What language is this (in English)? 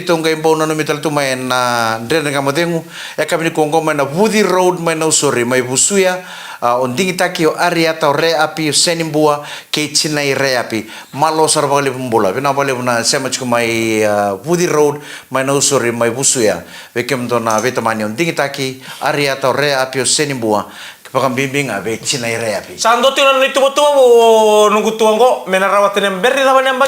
Fijian